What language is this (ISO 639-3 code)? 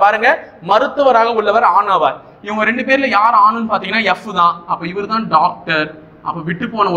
tam